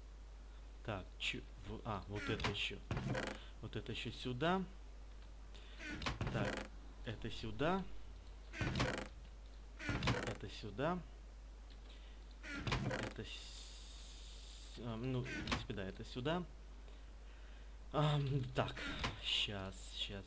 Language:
Russian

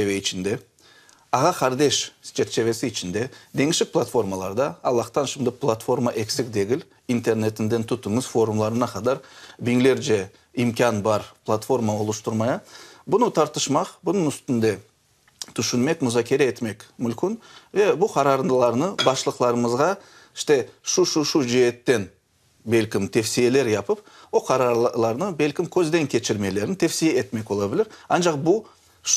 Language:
Crimean Tatar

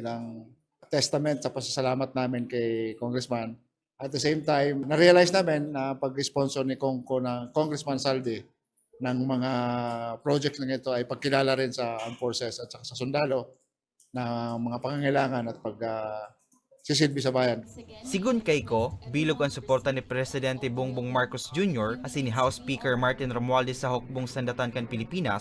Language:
Bikol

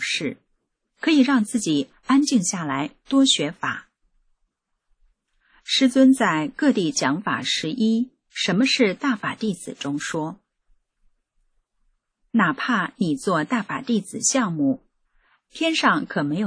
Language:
Chinese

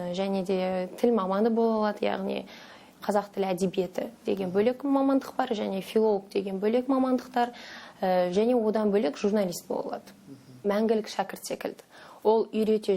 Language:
Kazakh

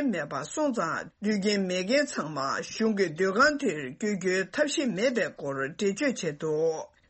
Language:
Tibetan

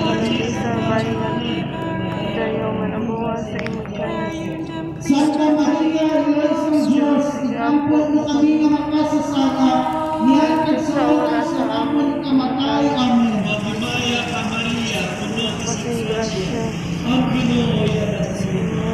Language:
Hiligaynon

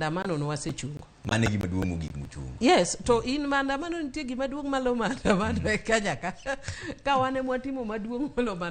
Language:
Luo (Kenya and Tanzania)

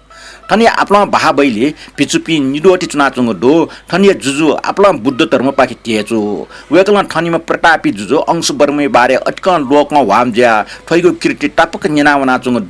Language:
Newari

